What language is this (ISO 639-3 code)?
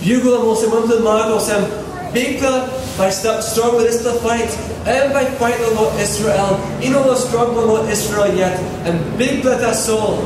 tpi